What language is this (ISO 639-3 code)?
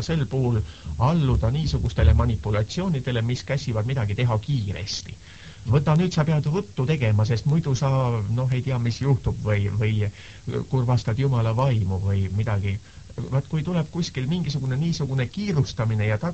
est